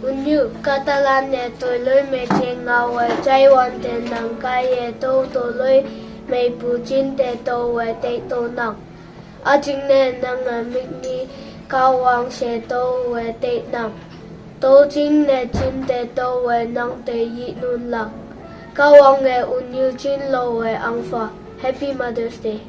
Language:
Konyak Naga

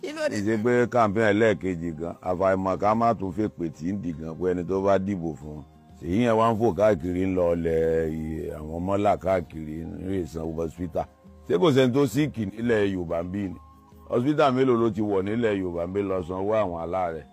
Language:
Yoruba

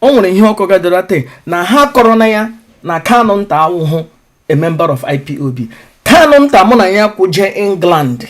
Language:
Igbo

